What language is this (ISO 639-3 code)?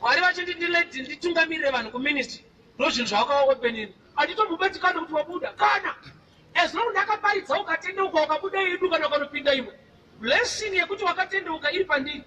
sna